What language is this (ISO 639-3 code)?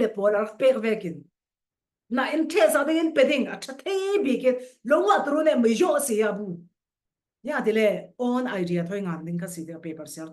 cfm